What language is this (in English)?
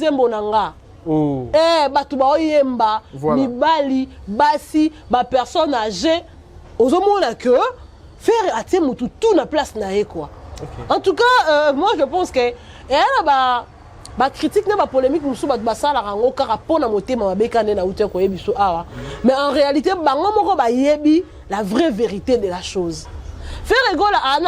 Lingala